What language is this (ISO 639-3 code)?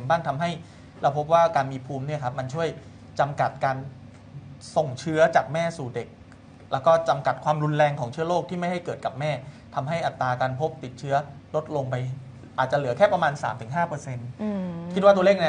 tha